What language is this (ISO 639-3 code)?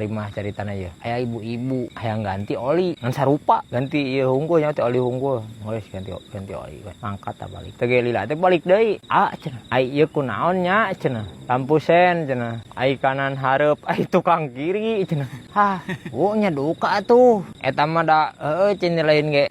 sun